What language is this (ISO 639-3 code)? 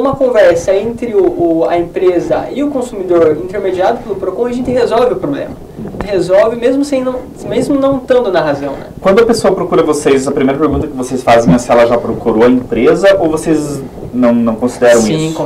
por